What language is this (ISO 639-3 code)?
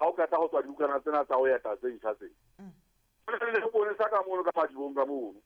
sot